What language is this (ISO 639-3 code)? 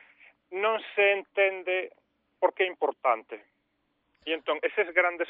glg